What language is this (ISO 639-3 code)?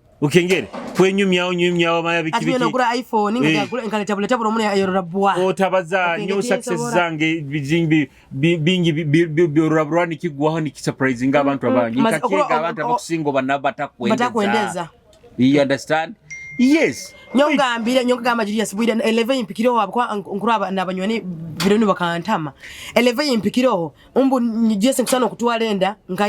nyo